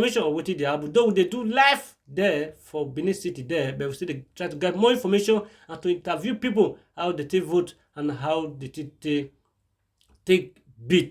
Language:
Nigerian Pidgin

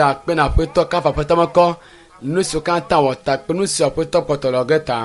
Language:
Ewe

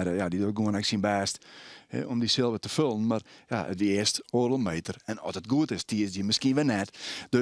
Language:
Western Frisian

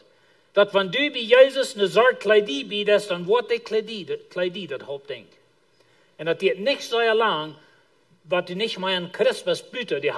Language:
Plautdietsch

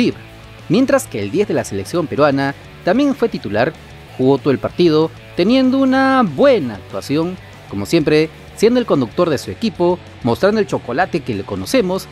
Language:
Spanish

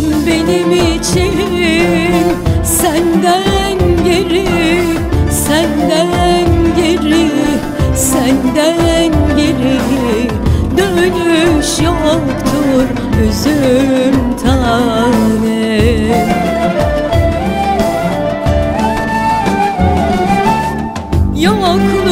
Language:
Turkish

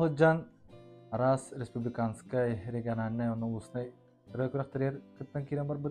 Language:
Yakut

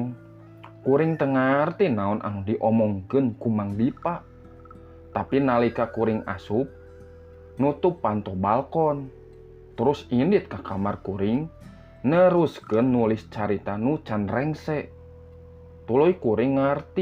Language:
Sundanese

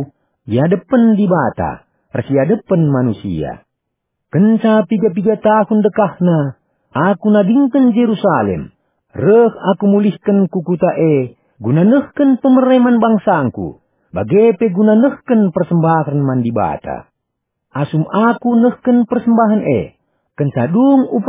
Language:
Batak Karo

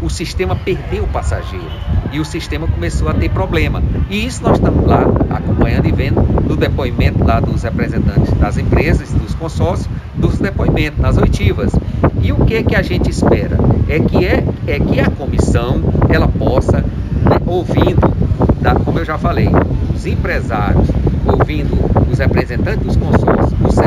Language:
Portuguese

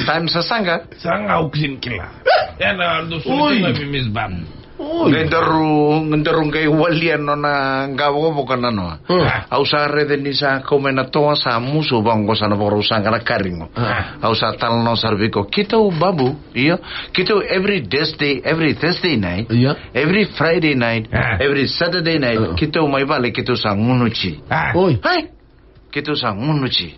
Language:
Fijian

